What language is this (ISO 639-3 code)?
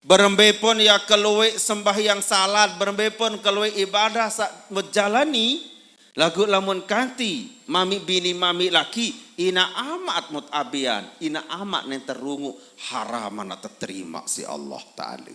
sas